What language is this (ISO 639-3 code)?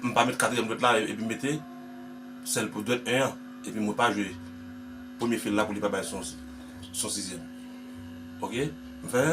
hat